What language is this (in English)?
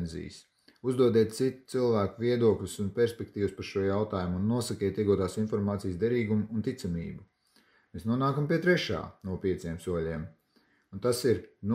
Latvian